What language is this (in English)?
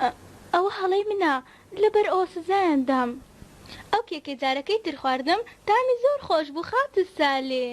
Central Kurdish